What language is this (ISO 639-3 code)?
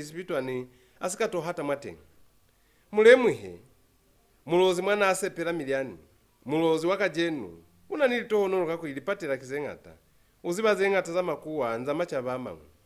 loz